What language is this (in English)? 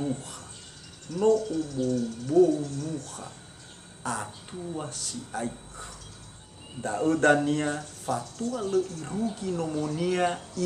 Nias